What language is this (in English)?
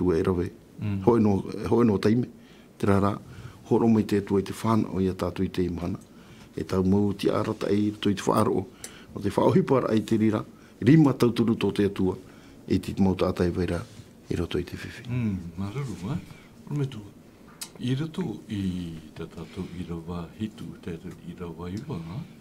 Tahitian